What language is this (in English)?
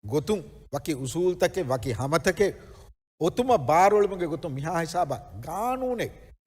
Divehi